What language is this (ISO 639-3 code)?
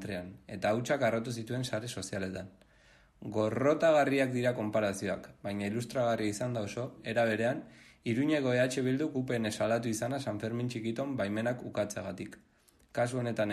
eus